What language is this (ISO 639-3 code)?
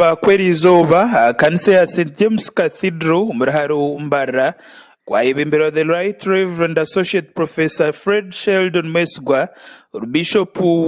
nyn